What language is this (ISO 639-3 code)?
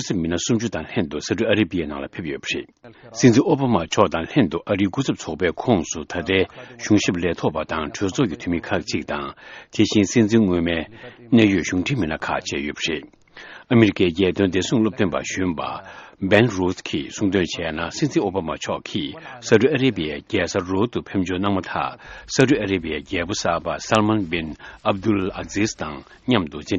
bod